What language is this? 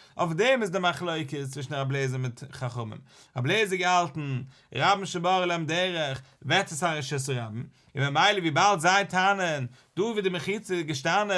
Yiddish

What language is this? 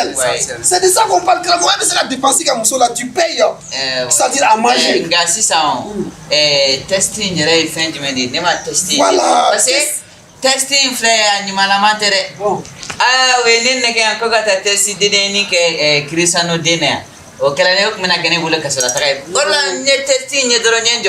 Bambara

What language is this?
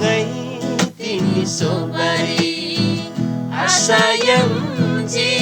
Eastern Tamang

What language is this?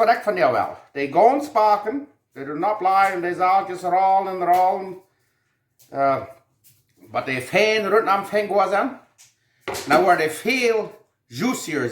Plautdietsch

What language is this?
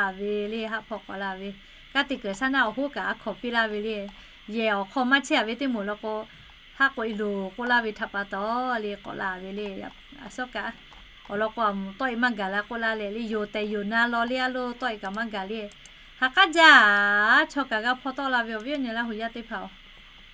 Lahu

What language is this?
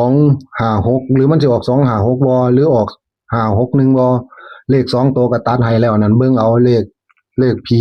Northeastern Thai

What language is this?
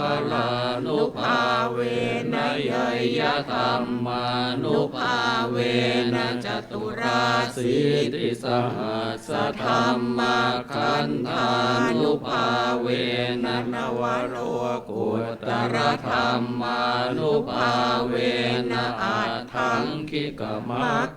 Pali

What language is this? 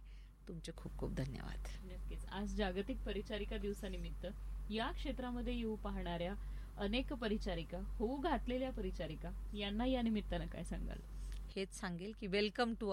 Marathi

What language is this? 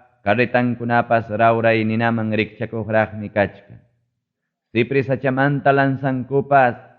Ayacucho Quechua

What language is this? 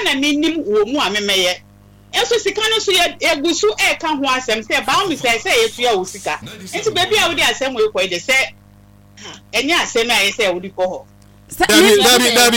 Akan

